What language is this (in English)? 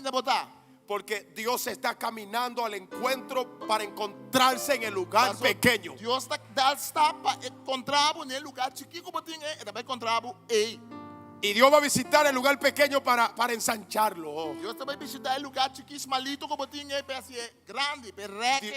Papiamento